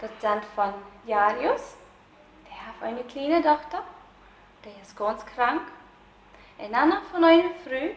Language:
Plautdietsch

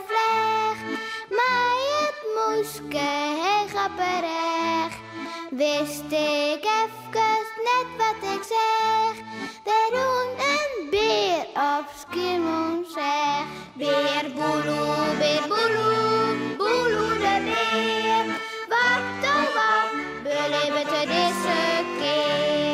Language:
Western Frisian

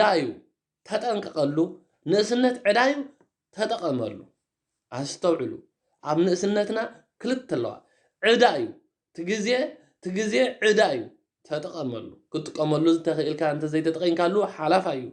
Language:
Tigrinya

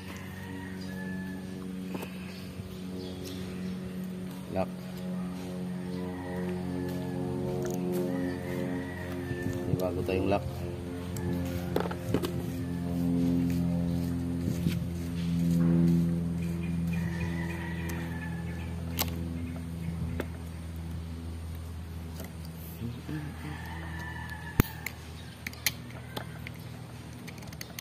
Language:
Filipino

